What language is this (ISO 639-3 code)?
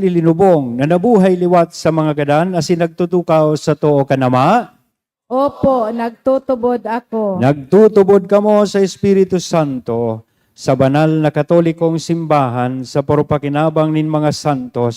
bik